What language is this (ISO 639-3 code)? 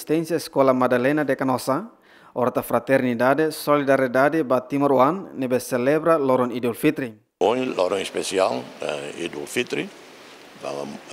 tet